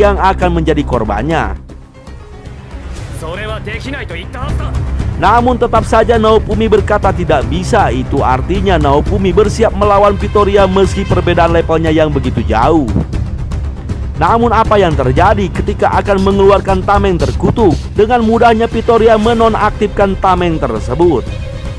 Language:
Indonesian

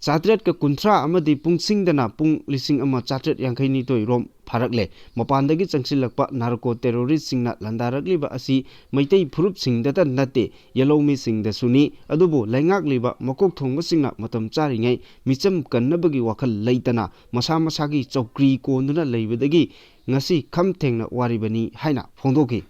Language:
Manipuri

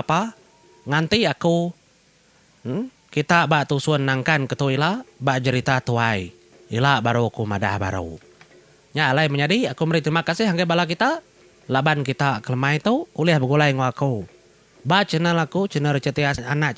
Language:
Iban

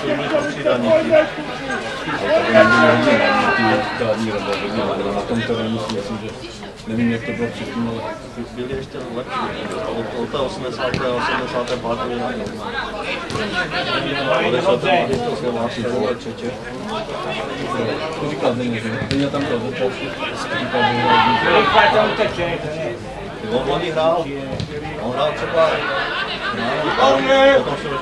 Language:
Czech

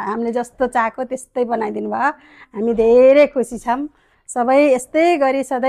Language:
Nepali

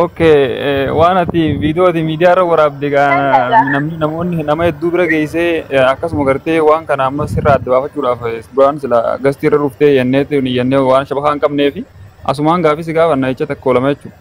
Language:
Oromo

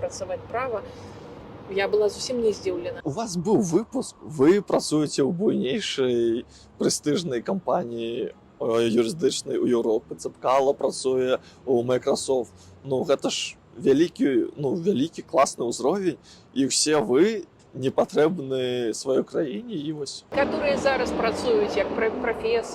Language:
Belarusian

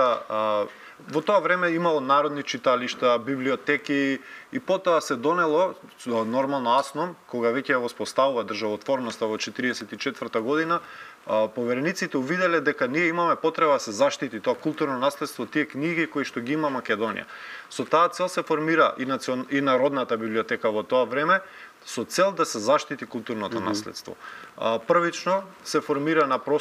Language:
Macedonian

